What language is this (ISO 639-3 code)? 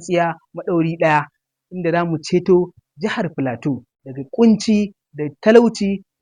hau